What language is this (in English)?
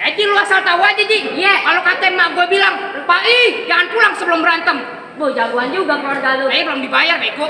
Betawi